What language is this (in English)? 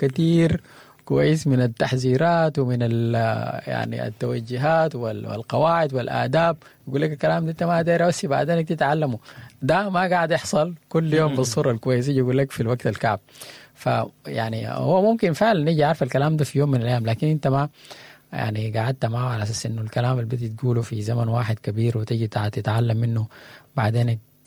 Sudanese Arabic